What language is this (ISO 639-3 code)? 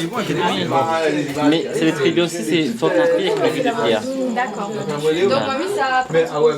rcf